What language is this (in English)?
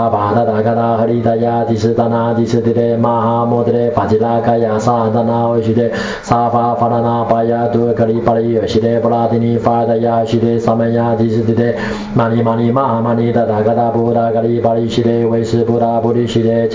Sanskrit